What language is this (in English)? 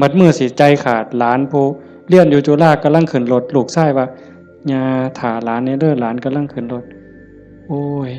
Northeastern Thai